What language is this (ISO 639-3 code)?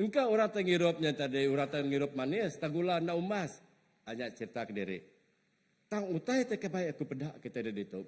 iba